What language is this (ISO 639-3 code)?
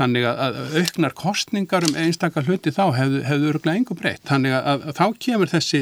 isl